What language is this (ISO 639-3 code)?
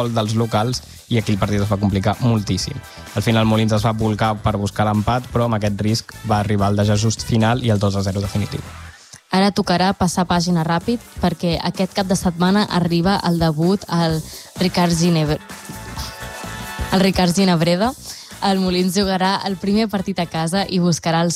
cat